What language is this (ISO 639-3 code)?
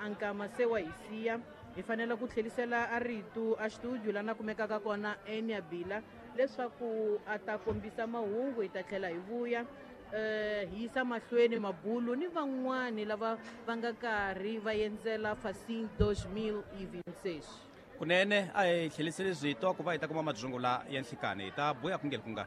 tso